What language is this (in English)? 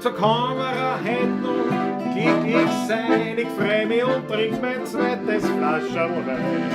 Bavarian